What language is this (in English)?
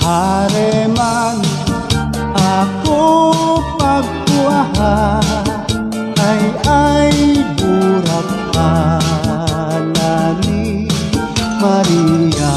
Bikol